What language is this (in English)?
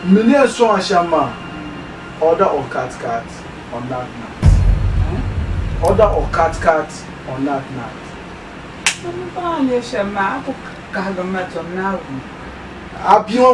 Dagbani